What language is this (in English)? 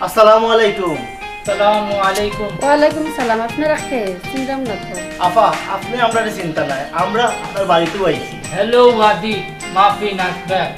Sylheti